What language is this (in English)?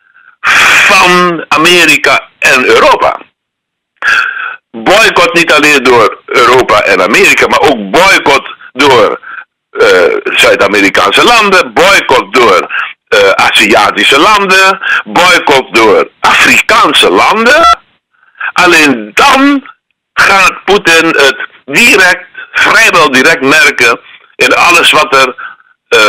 Dutch